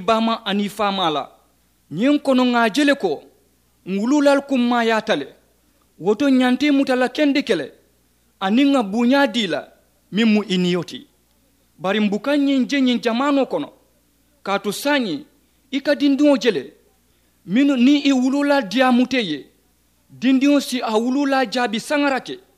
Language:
Mandingo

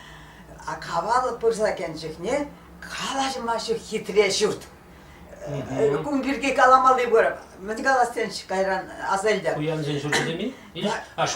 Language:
Chuvash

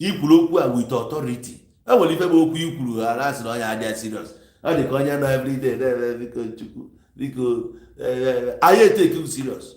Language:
Igbo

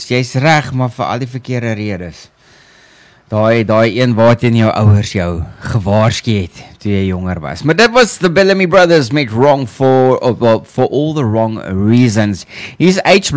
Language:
Afrikaans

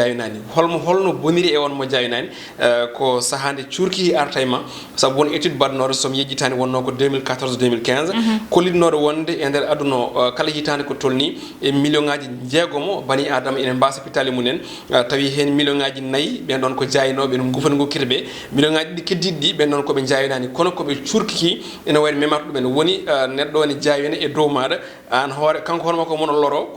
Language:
Fula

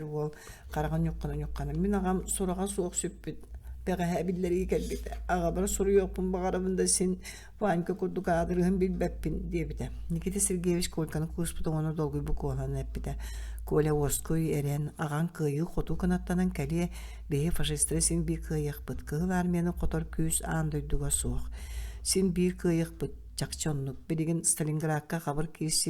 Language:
Yakut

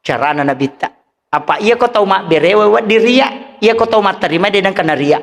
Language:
Buginese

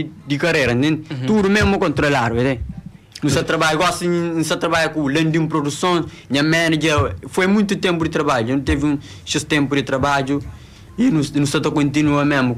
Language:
Kabuverdianu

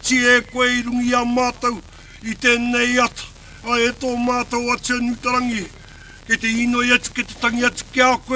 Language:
Māori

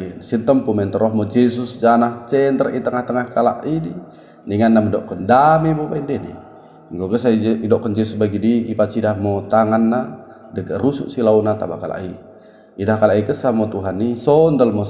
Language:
Batak Dairi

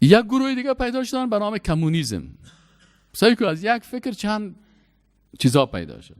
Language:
Persian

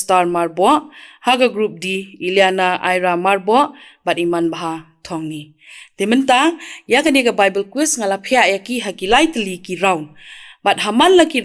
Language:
Khasi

